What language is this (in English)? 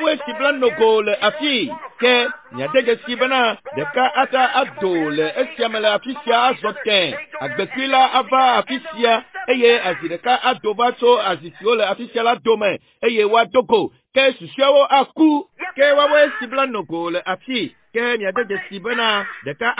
Ewe